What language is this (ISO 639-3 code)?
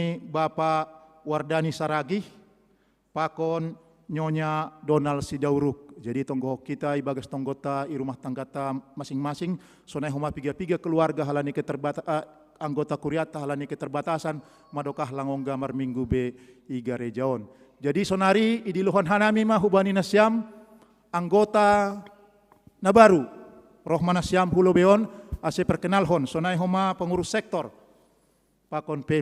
bts